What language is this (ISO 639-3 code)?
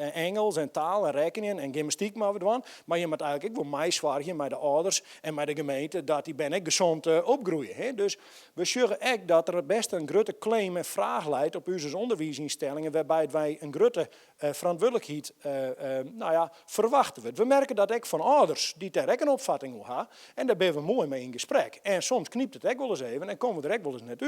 fry